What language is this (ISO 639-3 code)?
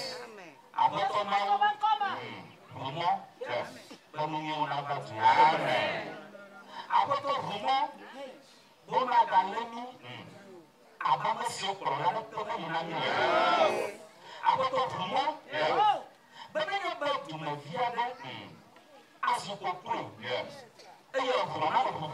ewe